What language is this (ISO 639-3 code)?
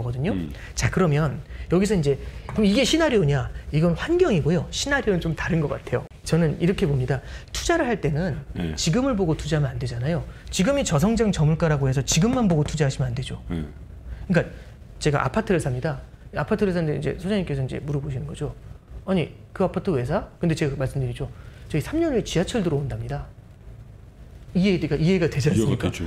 kor